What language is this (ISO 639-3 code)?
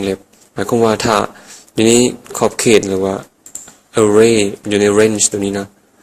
lao